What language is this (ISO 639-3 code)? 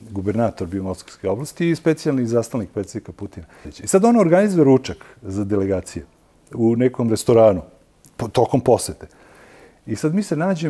srp